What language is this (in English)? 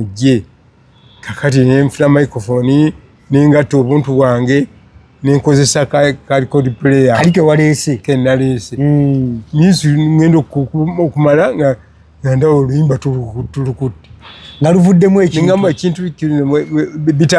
Ganda